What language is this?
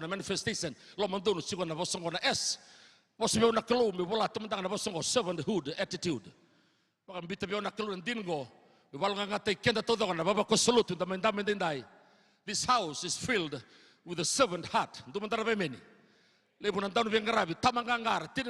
Fijian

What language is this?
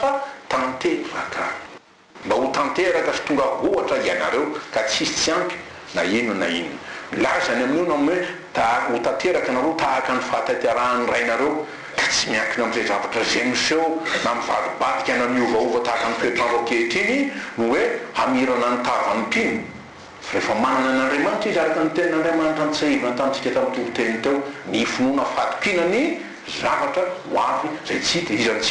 Malagasy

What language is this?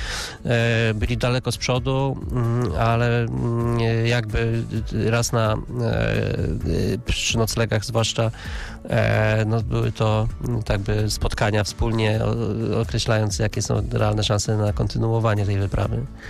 Polish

